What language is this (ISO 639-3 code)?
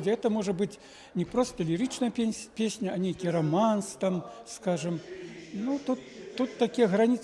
bel